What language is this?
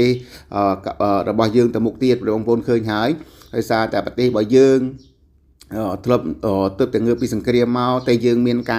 Khmer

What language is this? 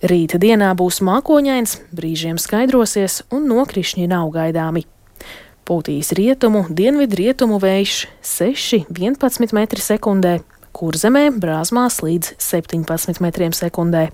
Latvian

